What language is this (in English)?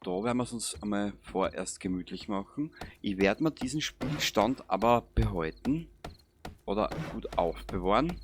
Bavarian